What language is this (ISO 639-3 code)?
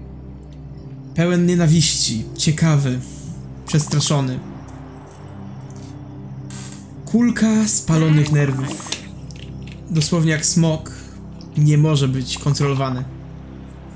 pol